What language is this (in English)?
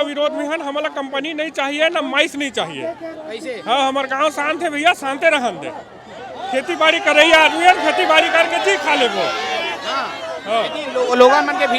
Chhattisgarhi